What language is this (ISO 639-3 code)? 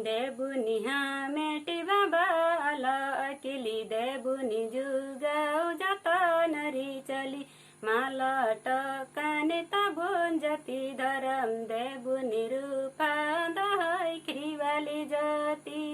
sat